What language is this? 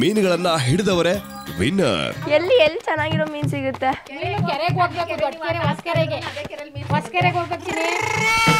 Kannada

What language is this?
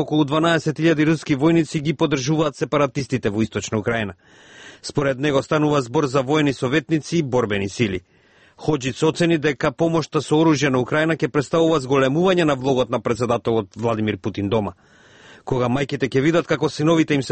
Macedonian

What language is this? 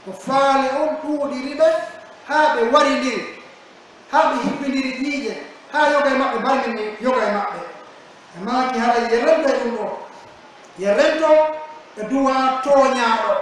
Pular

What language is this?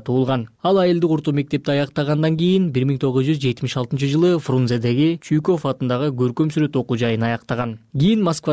Kyrgyz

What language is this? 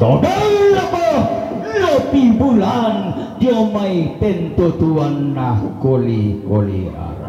Toraja-Sa'dan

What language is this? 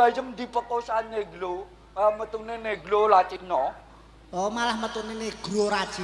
Javanese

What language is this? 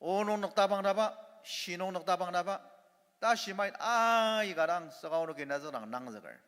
Ao Naga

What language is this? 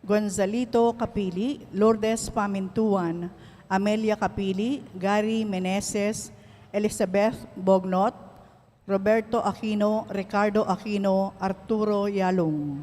Pampanga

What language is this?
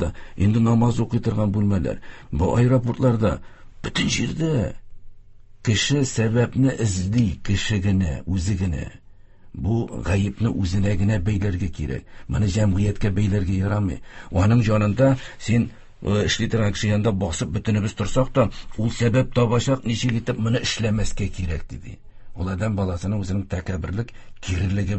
Tatar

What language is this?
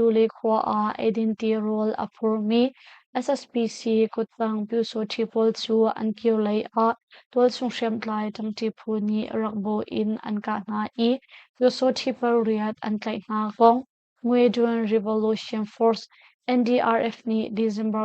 Hakha Chin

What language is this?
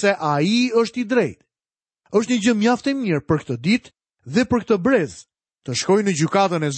Albanian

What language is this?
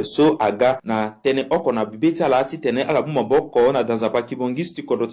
Sango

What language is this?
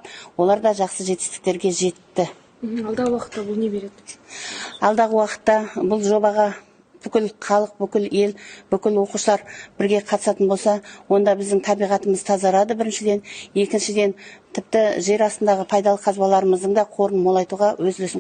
Kazakh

